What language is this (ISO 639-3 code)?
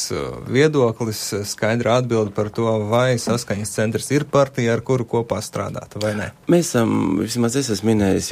lav